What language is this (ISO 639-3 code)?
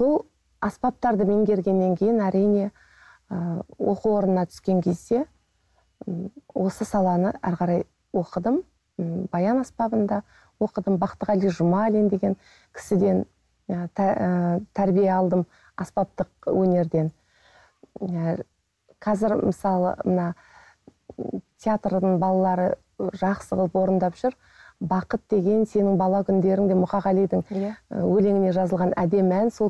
kaz